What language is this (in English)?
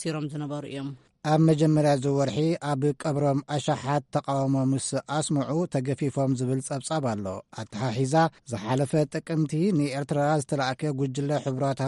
Tigrinya